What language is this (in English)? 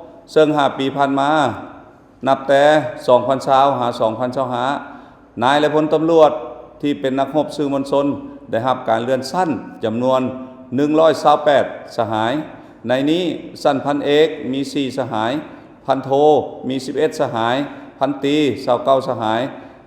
Lao